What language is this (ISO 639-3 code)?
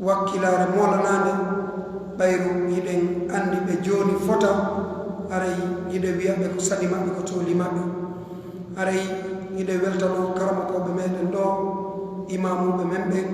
ful